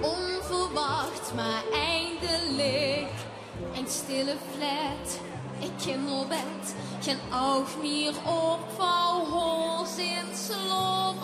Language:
Limburgish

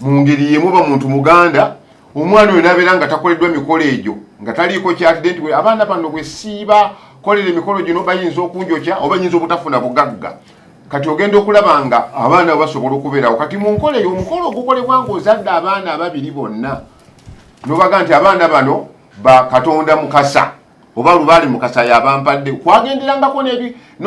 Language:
Ganda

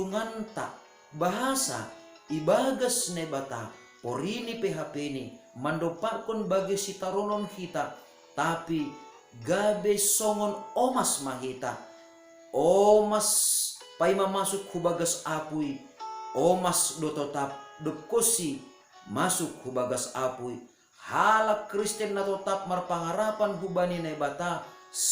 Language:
Batak Simalungun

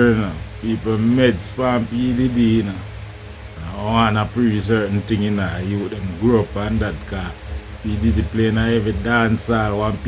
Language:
Jamaican Creole English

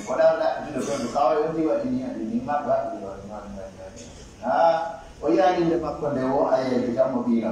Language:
Pular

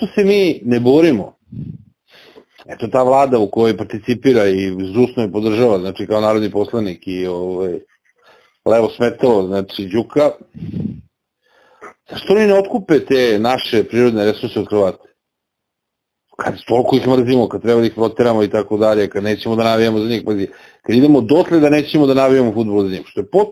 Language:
Serbian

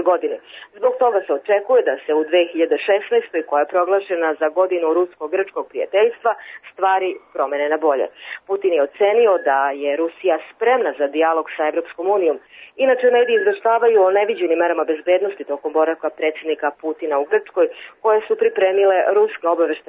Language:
Serbian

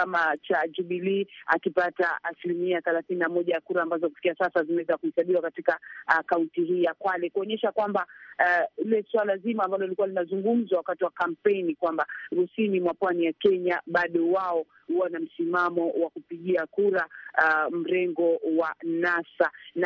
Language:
Swahili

